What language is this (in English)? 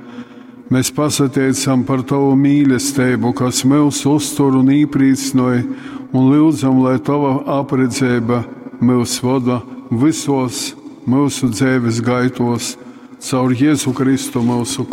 Latgalian